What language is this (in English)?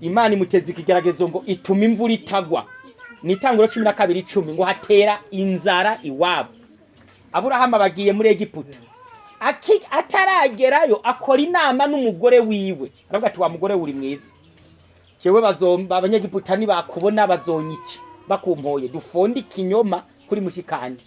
Rundi